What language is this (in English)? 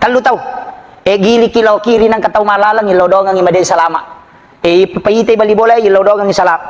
Buginese